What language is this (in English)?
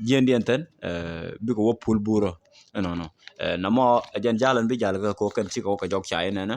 Nuer